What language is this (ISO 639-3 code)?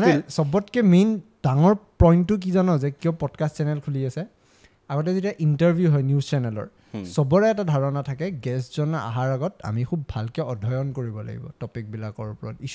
asm